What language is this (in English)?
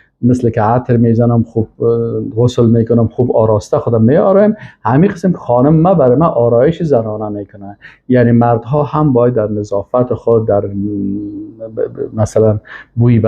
Persian